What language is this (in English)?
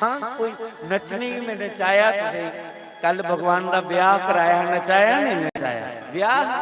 Dogri